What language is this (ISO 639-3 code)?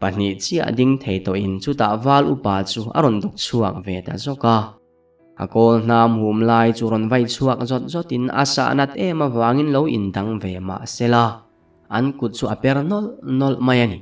lus